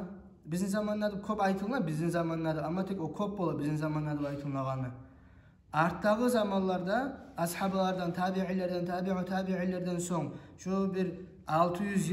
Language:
Kumyk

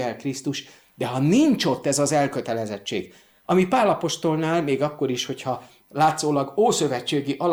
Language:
Hungarian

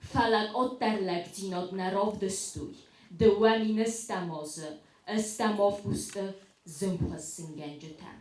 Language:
Ossetic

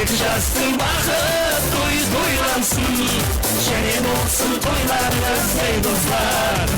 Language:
Kara-Kalpak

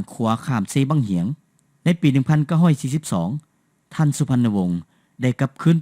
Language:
Lao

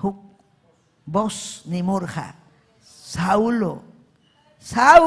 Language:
Ayacucho Quechua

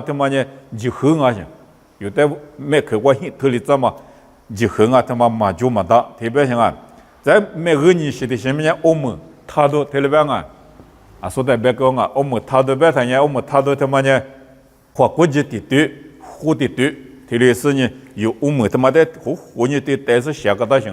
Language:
Lisu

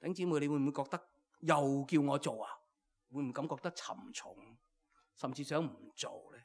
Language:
Cantonese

